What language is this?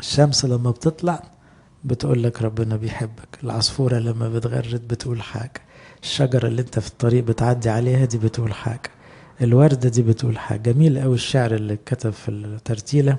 Egyptian Arabic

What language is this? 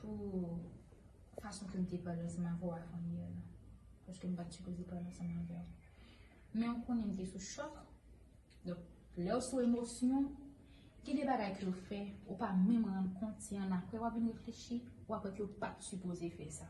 Haitian Creole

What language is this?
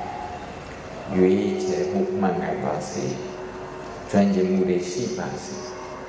Burmese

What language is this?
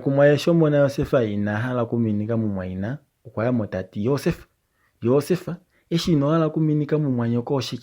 Kuanyama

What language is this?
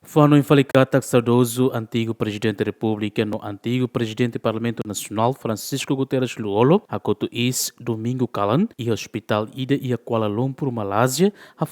Tetum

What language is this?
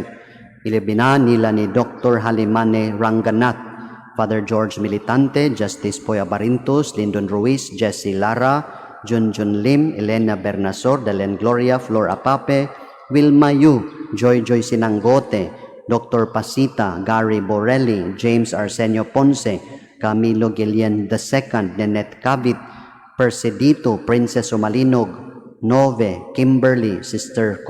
Cebuano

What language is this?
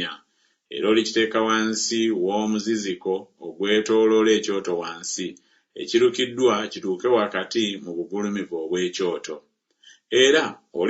Ganda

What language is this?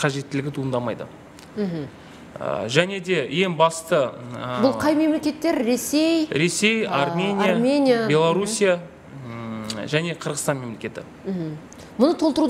Kazakh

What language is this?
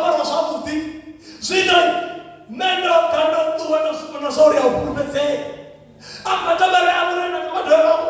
Venda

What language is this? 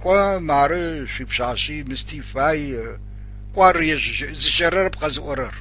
Adyghe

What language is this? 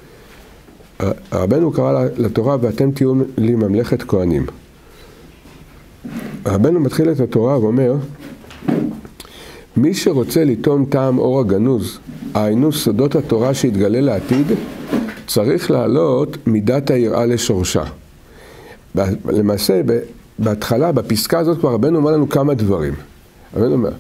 Hebrew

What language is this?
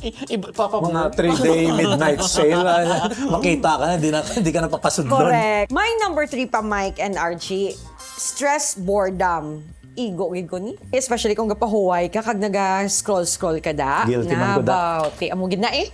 Hiligaynon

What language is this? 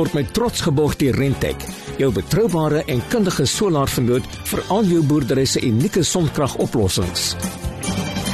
Afrikaans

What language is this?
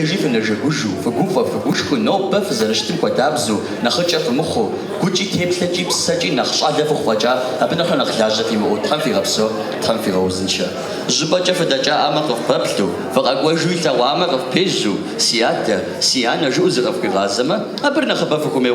Kabardian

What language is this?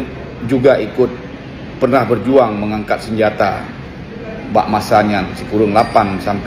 Achinese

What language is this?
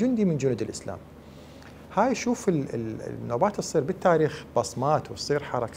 Mesopotamian Arabic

